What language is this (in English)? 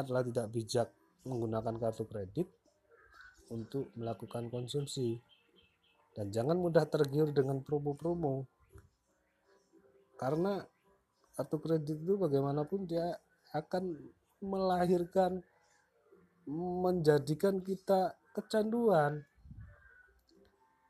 Indonesian